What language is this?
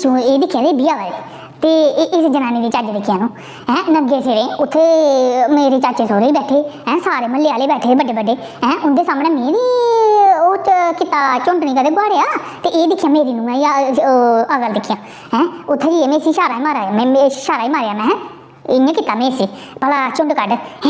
Dogri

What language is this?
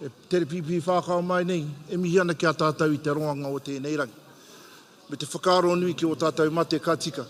Māori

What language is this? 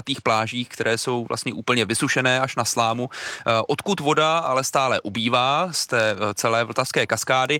Czech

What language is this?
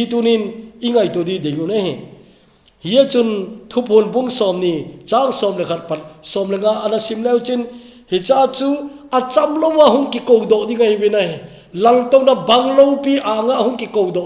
Thado Chin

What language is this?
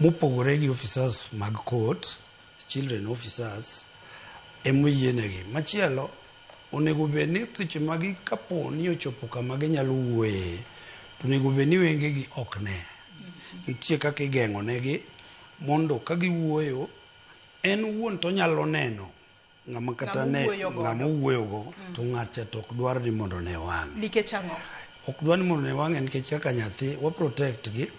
Luo (Kenya and Tanzania)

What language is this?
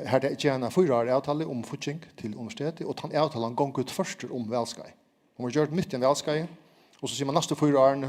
Faroese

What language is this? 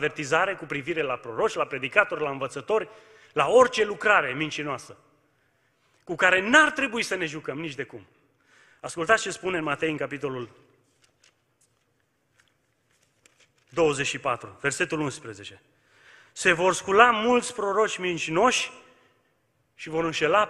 Romanian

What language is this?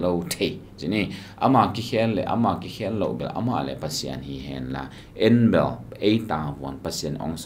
Tedim Chin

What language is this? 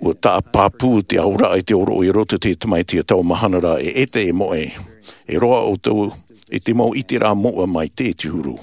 Tahitian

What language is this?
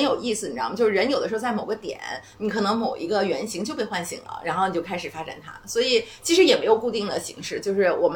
Chinese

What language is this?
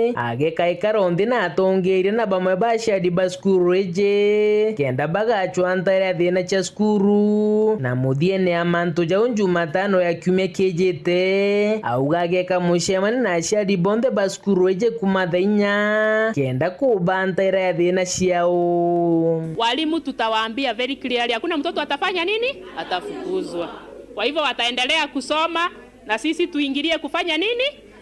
Meru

